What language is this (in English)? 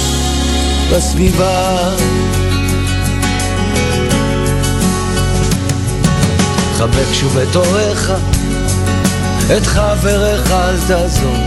Hebrew